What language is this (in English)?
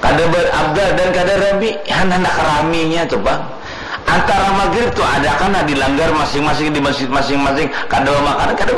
Banjar